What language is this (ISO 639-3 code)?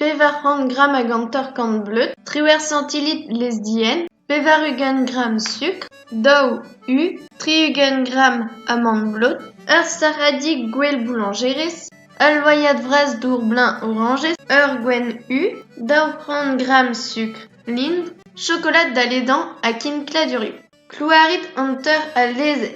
bre